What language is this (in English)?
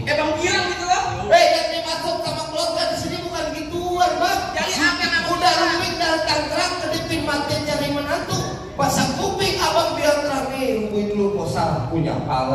Betawi